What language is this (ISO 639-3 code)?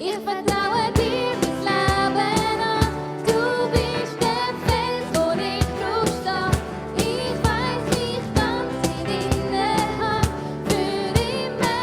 gsw